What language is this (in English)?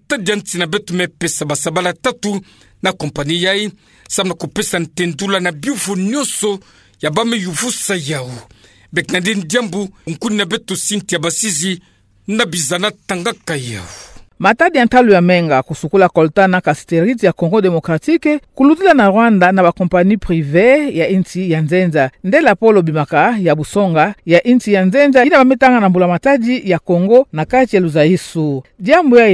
Kituba (Democratic Republic of Congo)